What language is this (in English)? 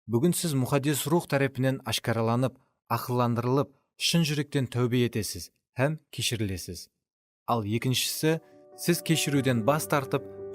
Kara-Kalpak